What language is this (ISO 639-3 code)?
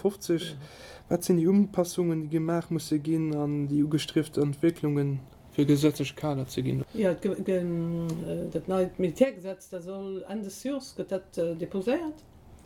ltz